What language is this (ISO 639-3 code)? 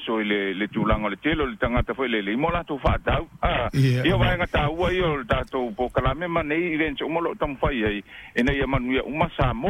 smo